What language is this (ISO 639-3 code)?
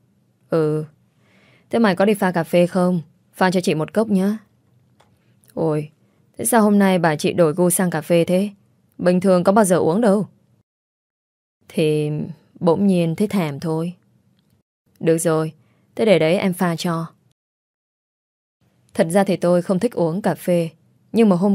vie